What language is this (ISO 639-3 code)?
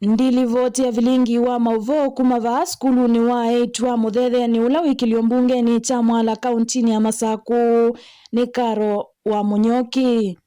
kam